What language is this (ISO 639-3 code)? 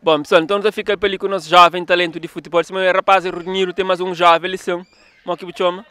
kea